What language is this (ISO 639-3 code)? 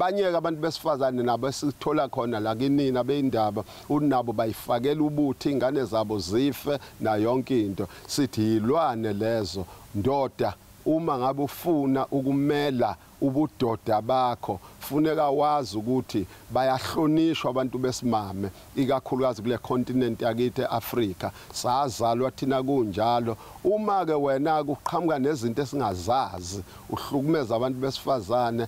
zul